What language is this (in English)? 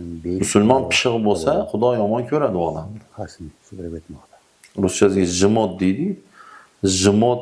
Uzbek